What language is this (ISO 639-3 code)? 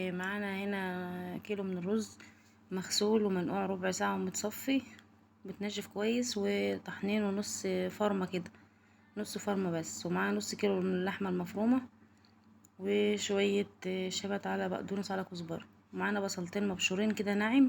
arz